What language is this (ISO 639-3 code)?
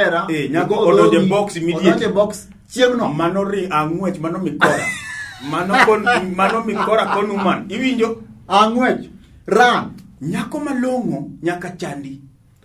luo